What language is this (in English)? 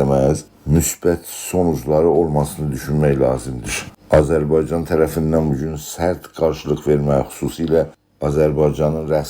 South Azerbaijani